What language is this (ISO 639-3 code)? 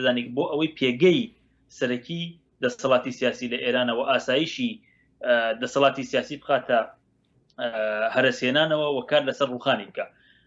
ckb